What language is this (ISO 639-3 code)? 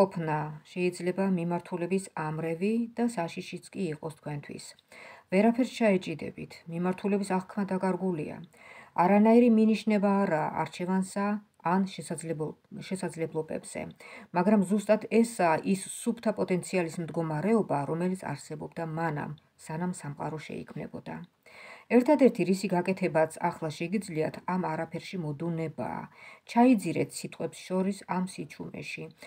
kat